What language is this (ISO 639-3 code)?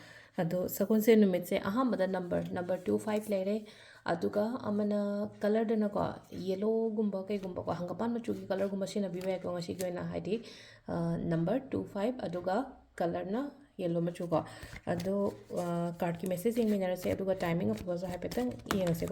mni